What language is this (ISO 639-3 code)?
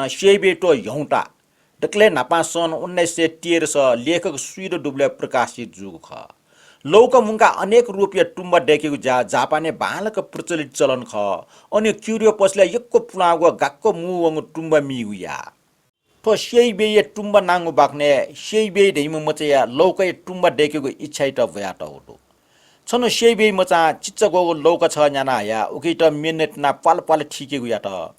new